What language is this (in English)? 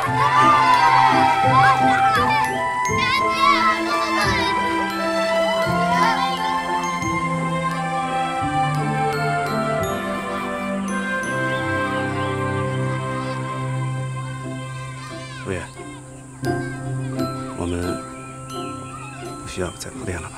Chinese